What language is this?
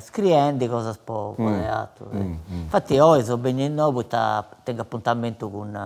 Sardinian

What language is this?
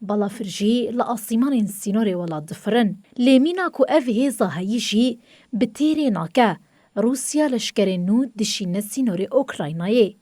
Kurdish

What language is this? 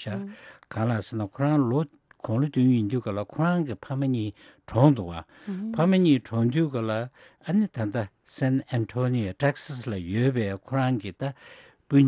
Tibetan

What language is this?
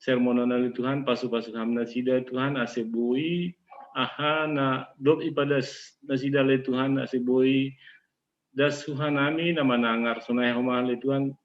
Batak Simalungun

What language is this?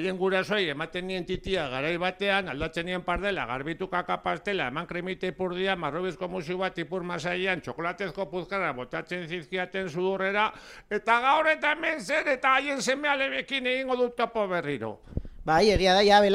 Basque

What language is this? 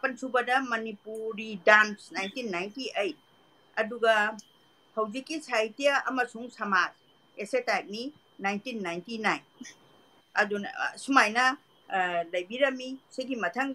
Manipuri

